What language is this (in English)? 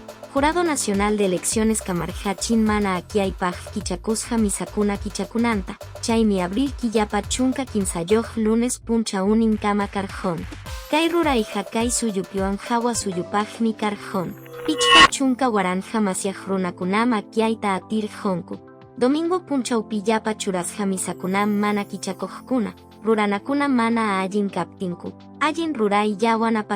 Quechua